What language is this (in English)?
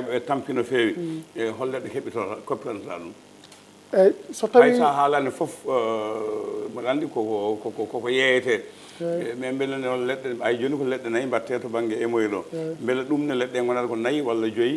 Fula